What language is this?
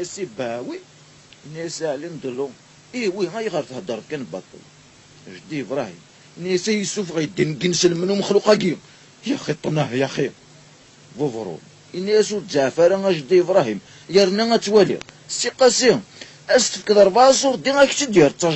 Kabyle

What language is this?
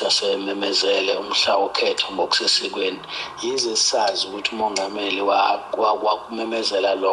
Zulu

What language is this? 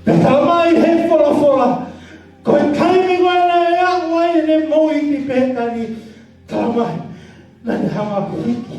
Tongan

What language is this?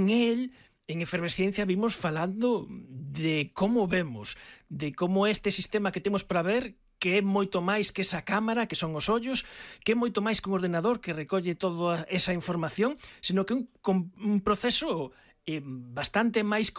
Galician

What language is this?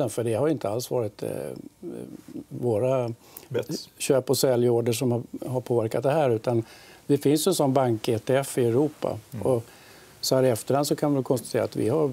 Swedish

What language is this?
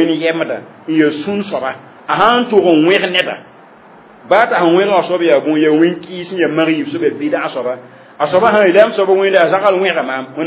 Mossi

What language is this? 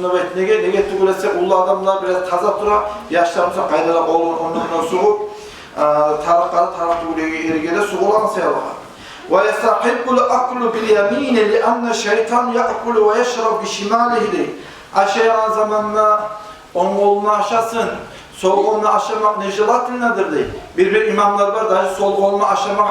Kumyk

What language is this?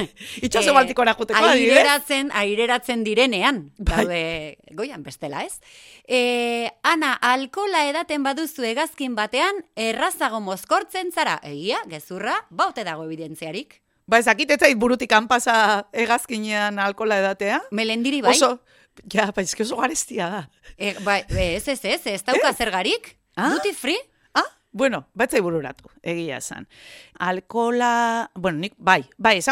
Basque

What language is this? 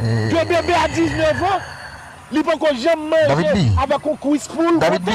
Haitian Creole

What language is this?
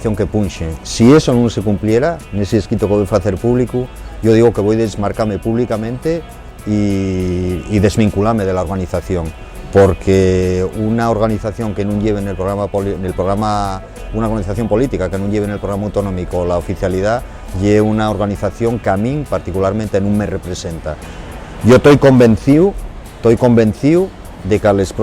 Asturian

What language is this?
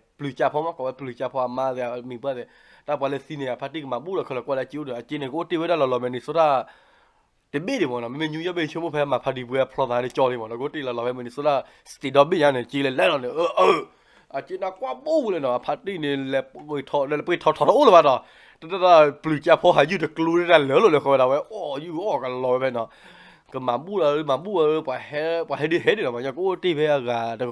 S'gaw Karen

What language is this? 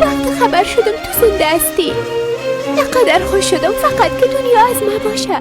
Persian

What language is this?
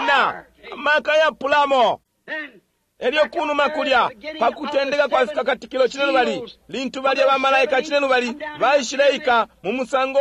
Bemba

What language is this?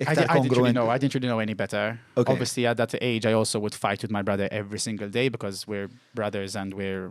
English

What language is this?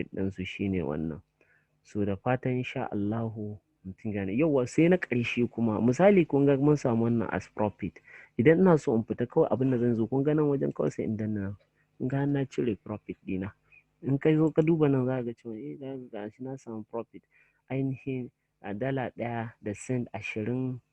Hausa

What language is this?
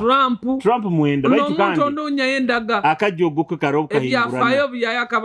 Nyoro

